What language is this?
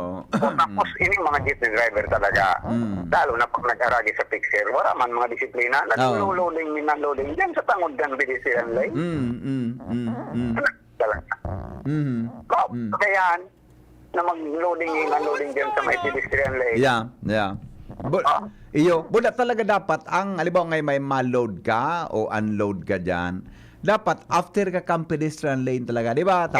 Bikol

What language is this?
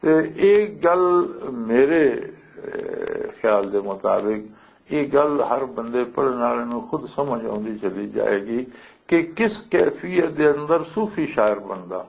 Western Panjabi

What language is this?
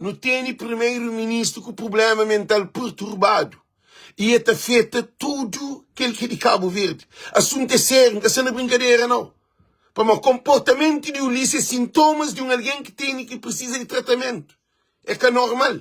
Kabuverdianu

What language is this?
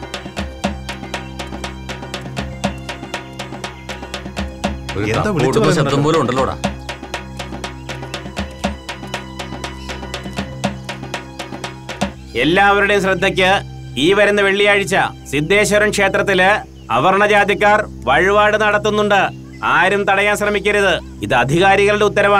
Malayalam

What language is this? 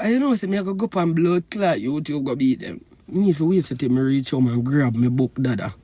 Jamaican Creole English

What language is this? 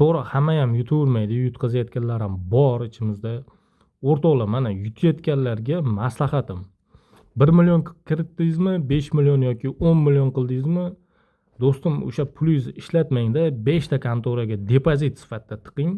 Uzbek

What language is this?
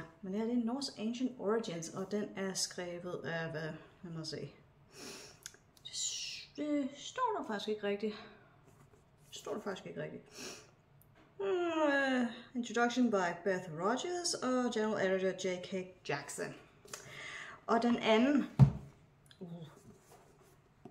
Danish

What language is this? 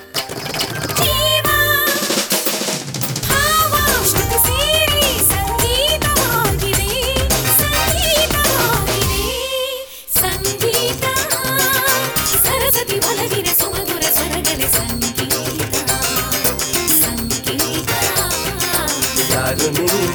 Kannada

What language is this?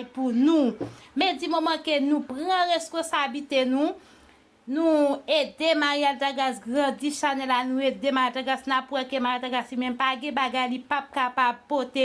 Haitian Creole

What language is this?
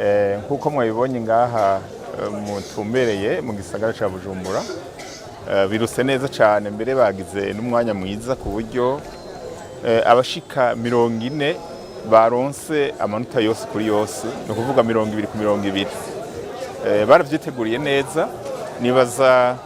Rundi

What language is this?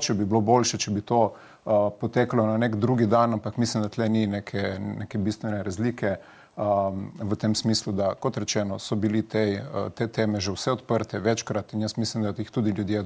Slovenian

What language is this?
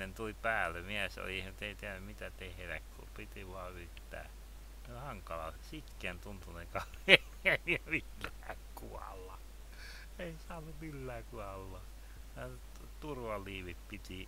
Finnish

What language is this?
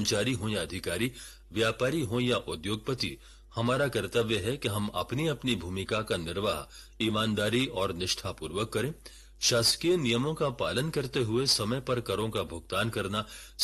Hindi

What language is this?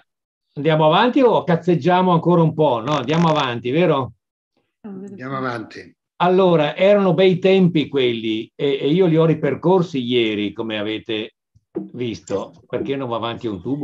Italian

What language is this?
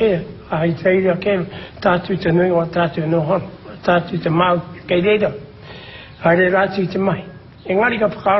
Māori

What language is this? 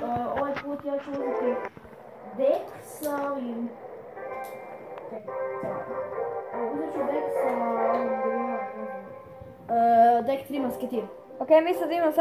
Croatian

